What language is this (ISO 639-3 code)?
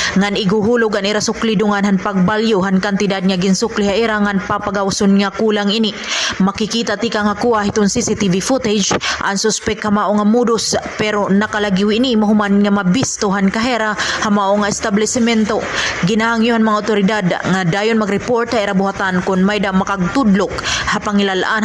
war